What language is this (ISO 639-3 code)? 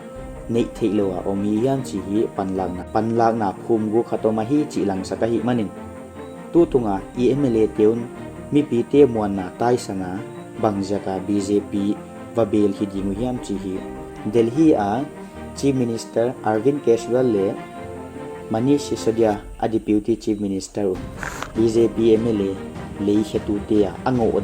pck